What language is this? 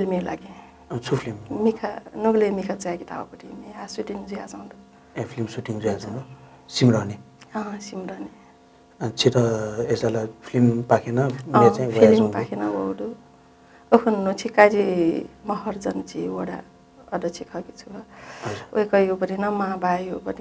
Newari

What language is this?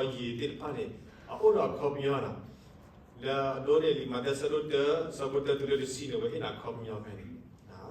S'gaw Karen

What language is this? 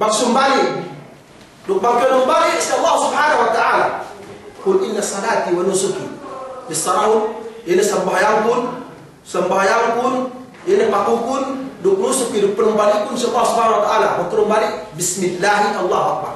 Yakan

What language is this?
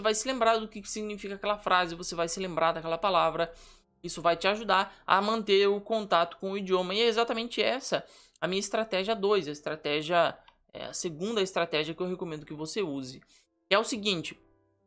Portuguese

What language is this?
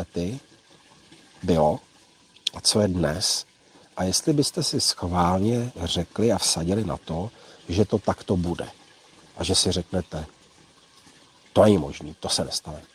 Czech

